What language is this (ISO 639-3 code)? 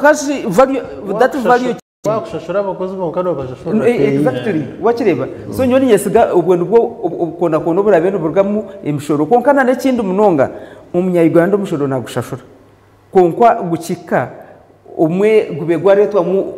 nyn